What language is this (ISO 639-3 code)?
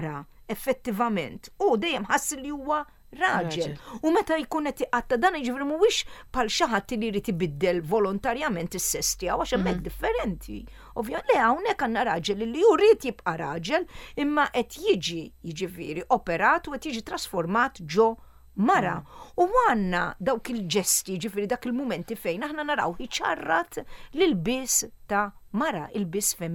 mlt